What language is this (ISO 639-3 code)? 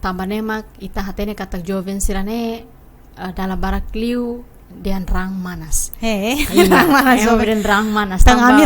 tet